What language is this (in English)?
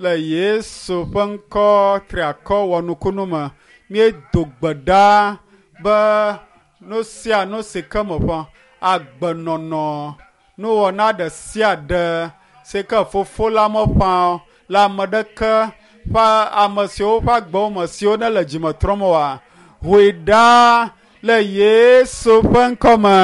Ewe